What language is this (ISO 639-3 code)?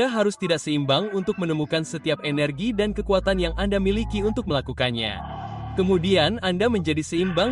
ind